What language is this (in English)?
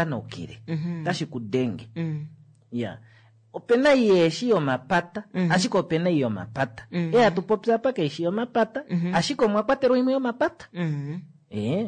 Kuanyama